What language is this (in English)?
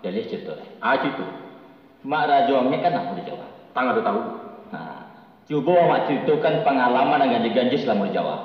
Minangkabau